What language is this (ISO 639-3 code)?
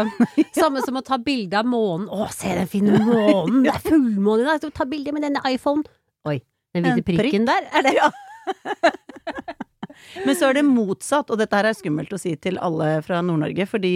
nor